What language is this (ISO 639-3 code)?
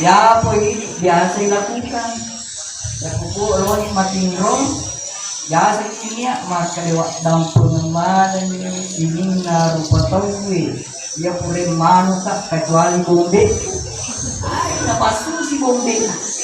bug